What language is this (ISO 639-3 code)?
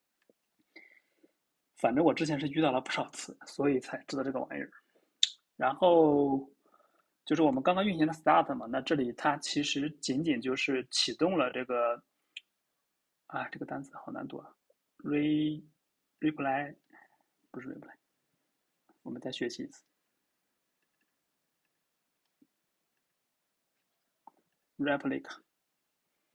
zho